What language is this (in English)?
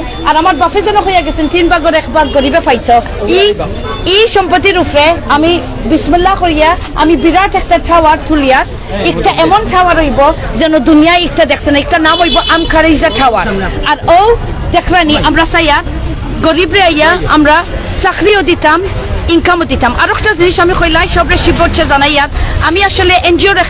Sylheti